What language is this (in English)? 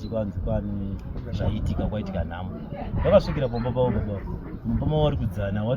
Shona